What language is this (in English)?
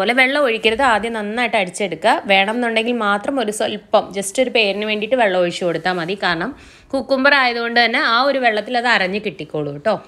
Malayalam